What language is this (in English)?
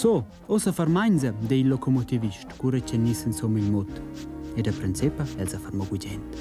Romansh